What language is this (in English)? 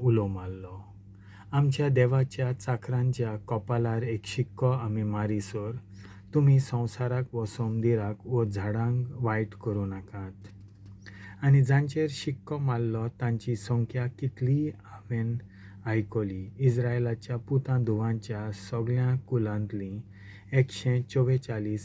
Konkani